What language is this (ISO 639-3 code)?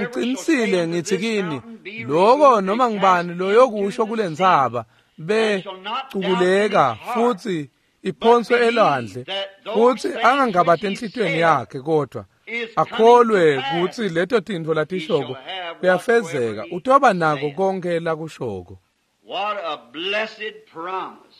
ssw